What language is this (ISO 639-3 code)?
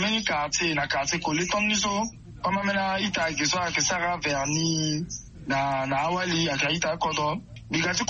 sag